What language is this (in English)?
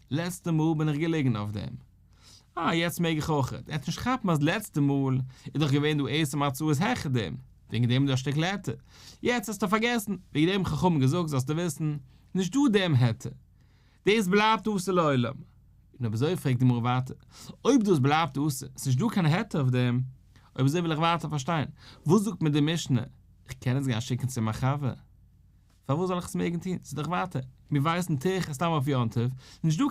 Yiddish